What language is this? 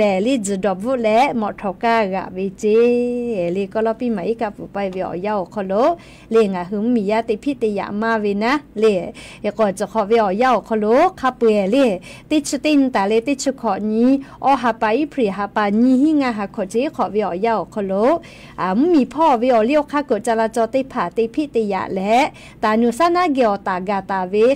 Lahu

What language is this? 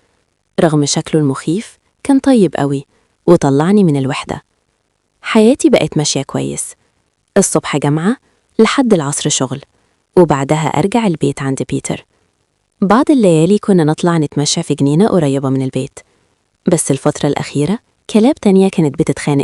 Egyptian Arabic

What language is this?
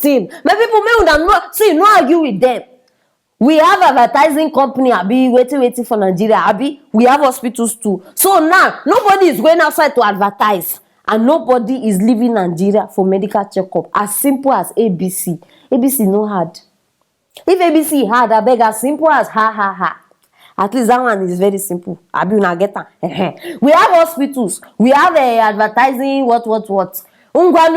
Nigerian Pidgin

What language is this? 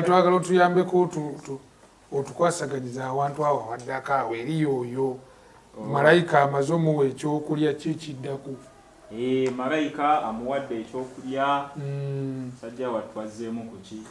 Ganda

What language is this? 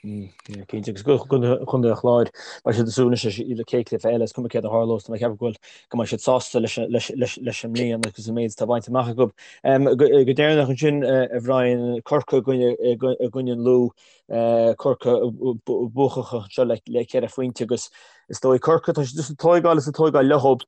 Irish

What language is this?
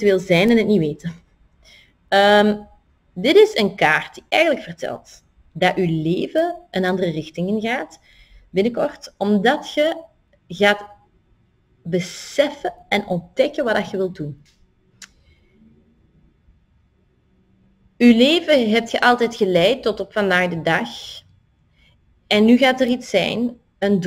Dutch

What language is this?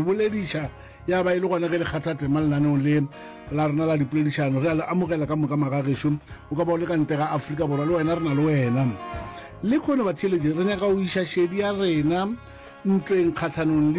Northern Sotho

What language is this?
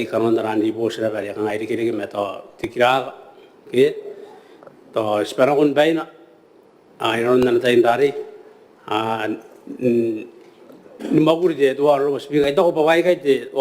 Gilbertese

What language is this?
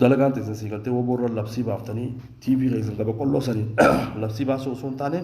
Oromo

